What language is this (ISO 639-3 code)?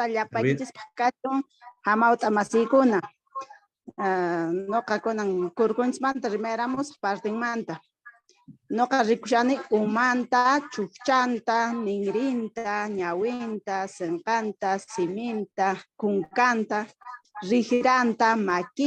que